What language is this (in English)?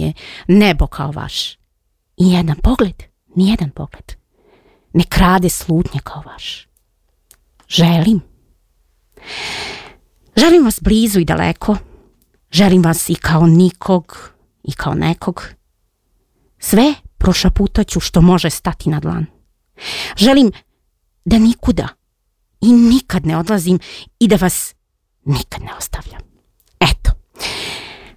Serbian